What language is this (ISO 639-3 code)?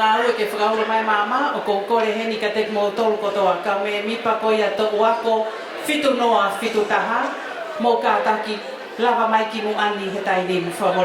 ton